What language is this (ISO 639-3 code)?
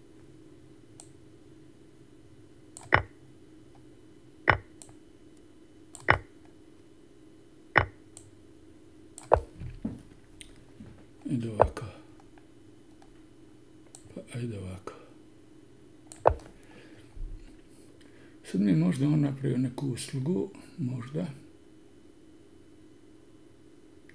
hrv